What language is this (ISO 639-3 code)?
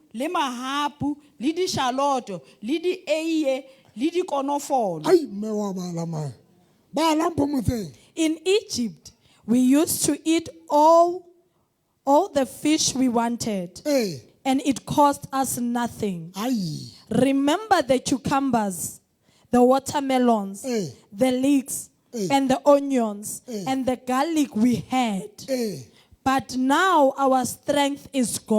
sot